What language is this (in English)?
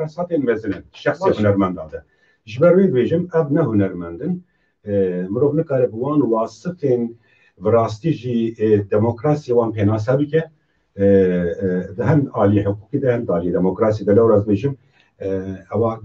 Kurdish